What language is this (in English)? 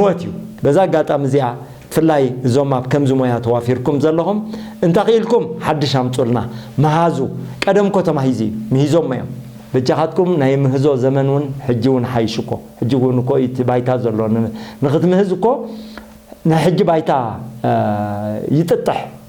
Tigrinya